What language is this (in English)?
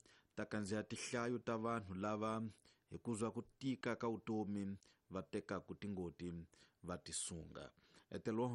Tsonga